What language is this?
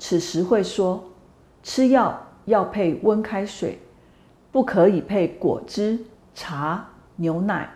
Hakka Chinese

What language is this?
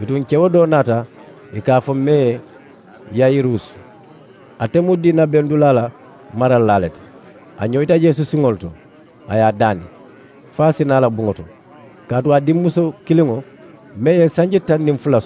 Mandingo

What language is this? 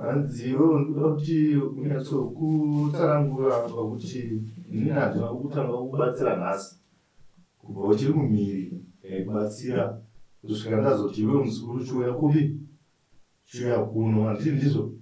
Shona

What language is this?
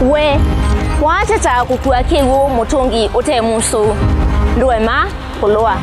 Kamba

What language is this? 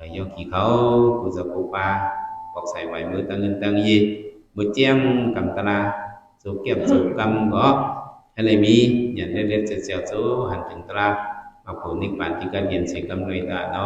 Shan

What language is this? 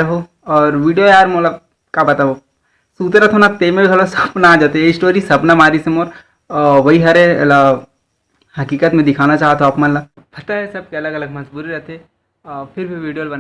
Chhattisgarhi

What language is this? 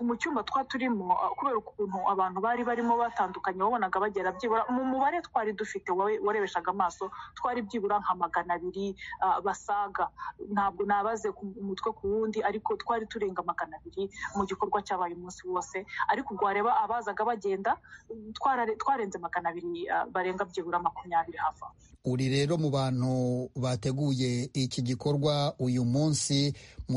Kinyarwanda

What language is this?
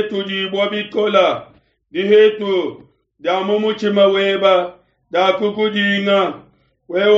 Luba-Lulua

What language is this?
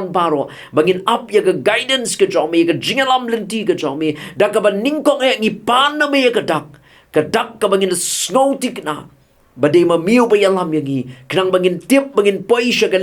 Khasi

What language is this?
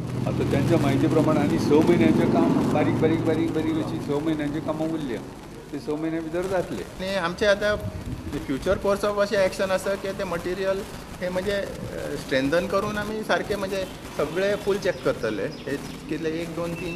Konkani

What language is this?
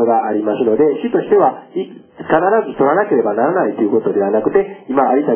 Japanese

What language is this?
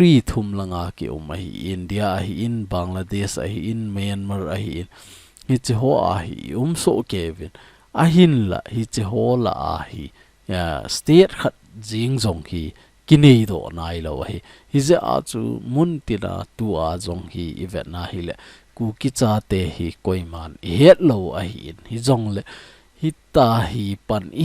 Thado Chin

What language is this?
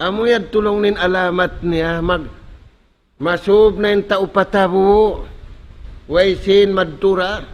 Tausug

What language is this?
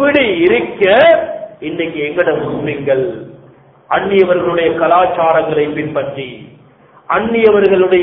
Tamil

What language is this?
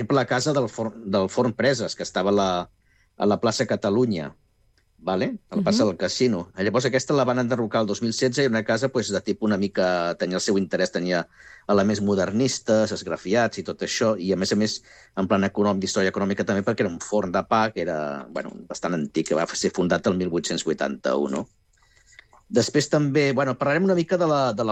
Catalan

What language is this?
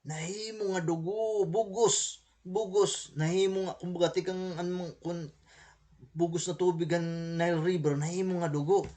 Waray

